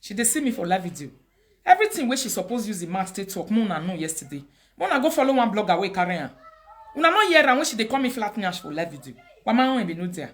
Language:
Nigerian Pidgin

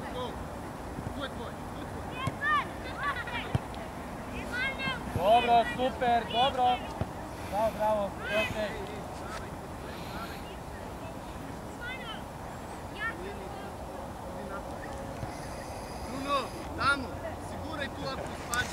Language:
Croatian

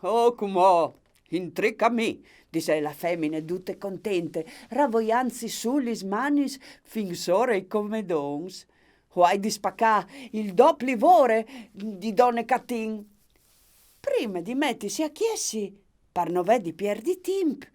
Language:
Friulian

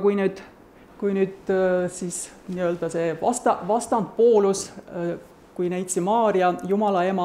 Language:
Estonian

